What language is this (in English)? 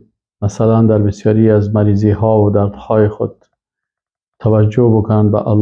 Persian